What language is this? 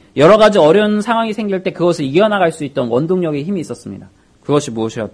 Korean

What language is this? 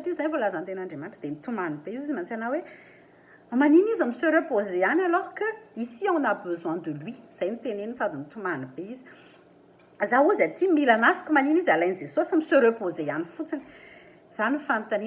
Malagasy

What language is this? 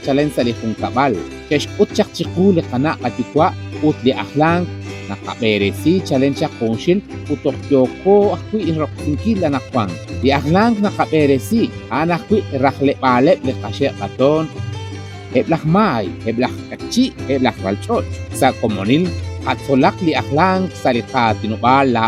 Kekchí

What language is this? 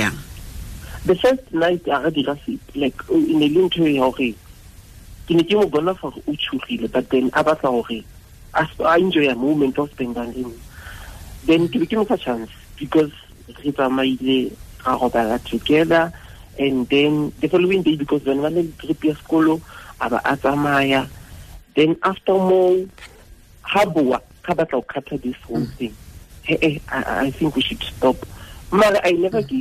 Tswana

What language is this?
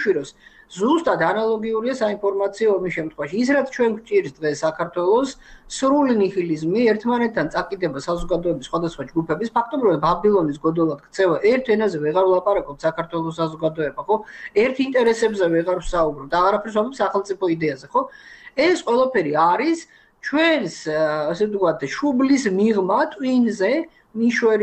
Georgian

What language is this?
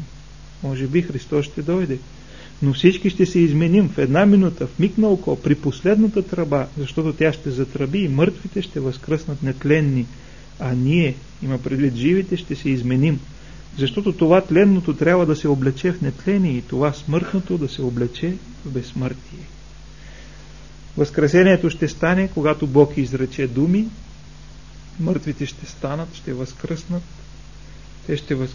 Bulgarian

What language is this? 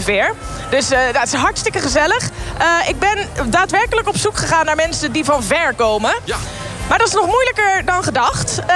Dutch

